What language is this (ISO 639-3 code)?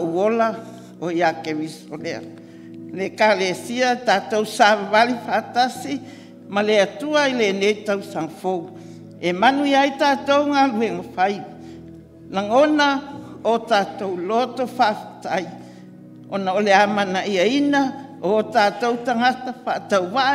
smo